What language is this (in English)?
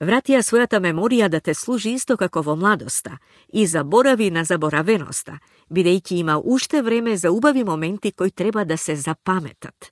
Macedonian